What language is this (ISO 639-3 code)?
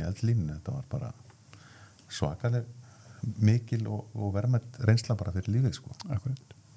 isl